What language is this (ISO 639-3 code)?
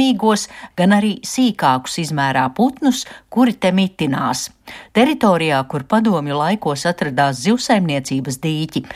lav